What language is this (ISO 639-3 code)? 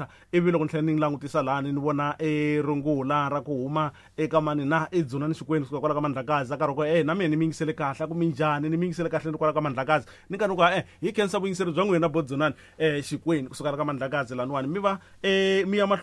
tso